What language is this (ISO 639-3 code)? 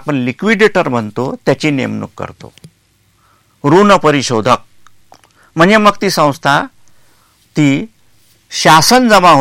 mar